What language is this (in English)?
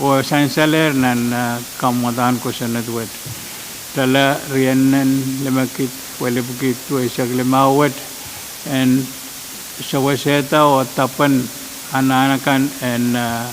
Pohnpeian